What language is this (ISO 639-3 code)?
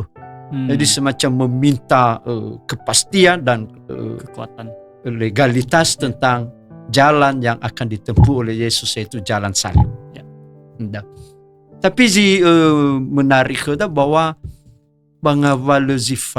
nia